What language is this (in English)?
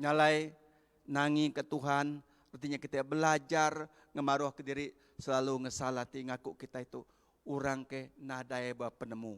Iban